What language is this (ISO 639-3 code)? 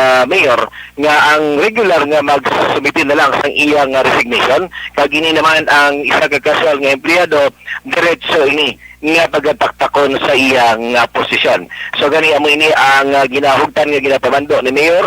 hil